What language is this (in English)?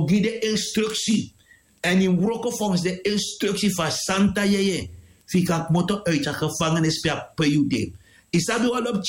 Sranan Tongo